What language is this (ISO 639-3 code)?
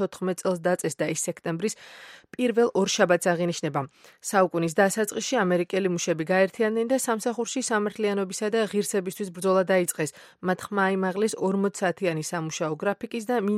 kat